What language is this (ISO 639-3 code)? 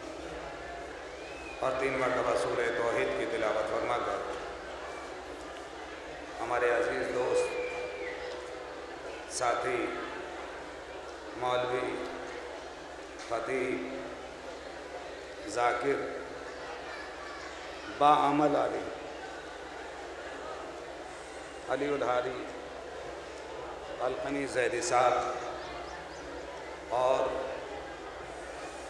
urd